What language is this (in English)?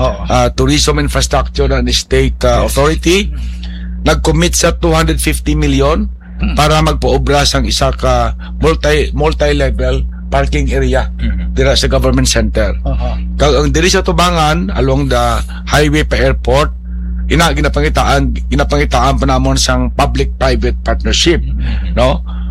Hiligaynon